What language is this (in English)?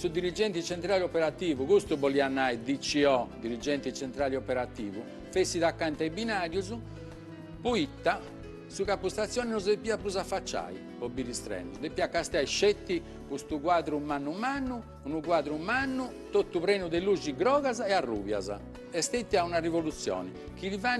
Sardinian